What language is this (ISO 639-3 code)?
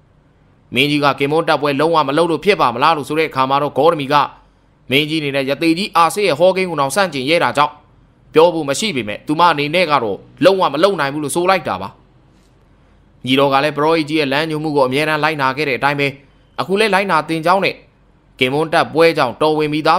mya